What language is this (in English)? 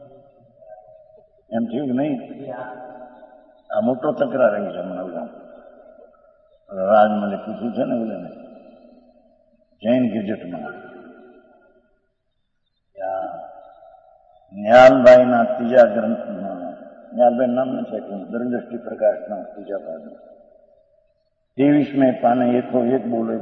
Gujarati